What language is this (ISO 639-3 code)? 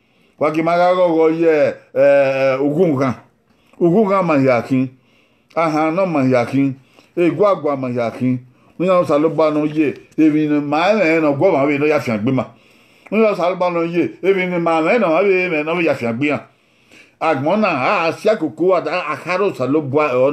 bin